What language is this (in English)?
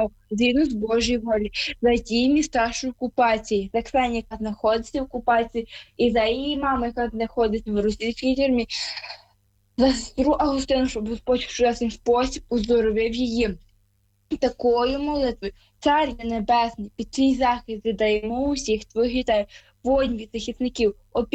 Ukrainian